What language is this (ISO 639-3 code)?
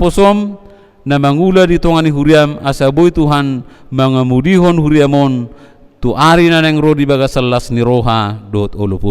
bbc